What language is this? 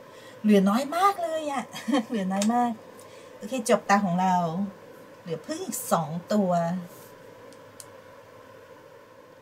Thai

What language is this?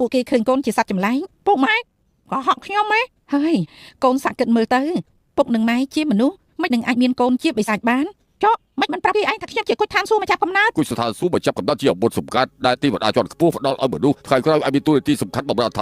Khmer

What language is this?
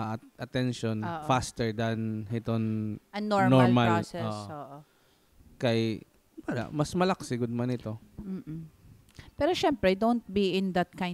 Waray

